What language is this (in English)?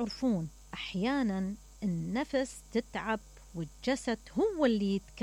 Mesopotamian Arabic